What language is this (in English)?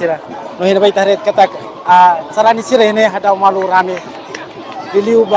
Tetum